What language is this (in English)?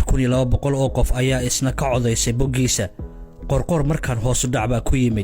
Somali